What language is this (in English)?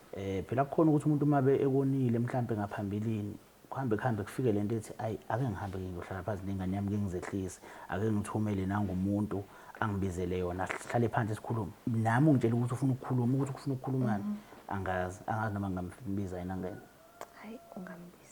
Zulu